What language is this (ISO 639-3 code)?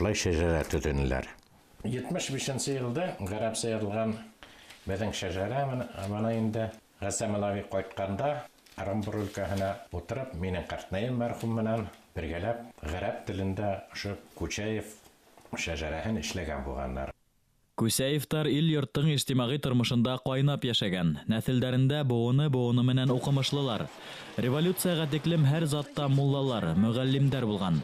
bak